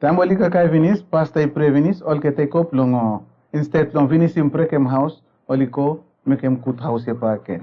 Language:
Bislama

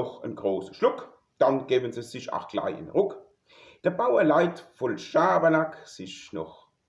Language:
Palatine German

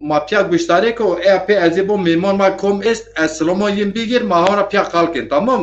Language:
Zaza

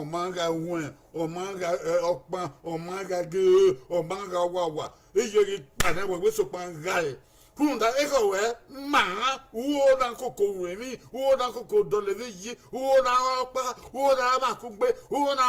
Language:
Bini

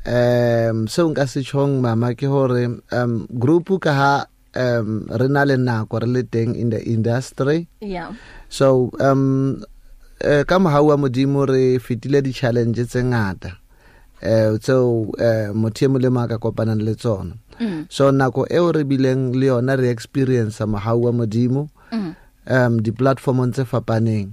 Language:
Southern Sotho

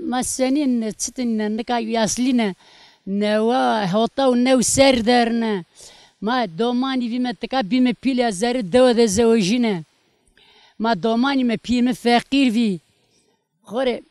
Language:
Zaza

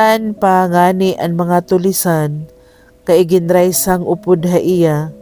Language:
Waray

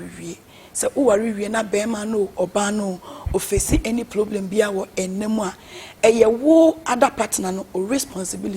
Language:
Akan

